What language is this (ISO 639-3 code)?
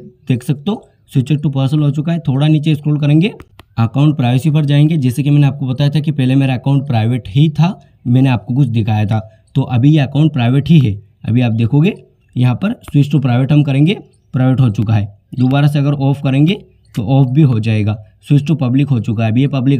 hin